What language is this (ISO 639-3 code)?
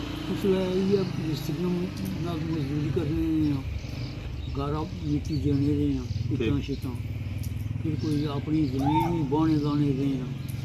phr